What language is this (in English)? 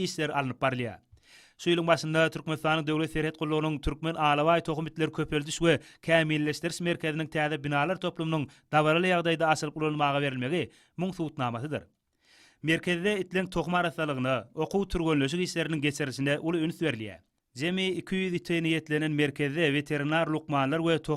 Turkmen